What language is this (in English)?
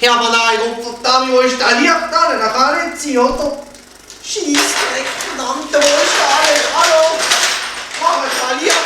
Swiss German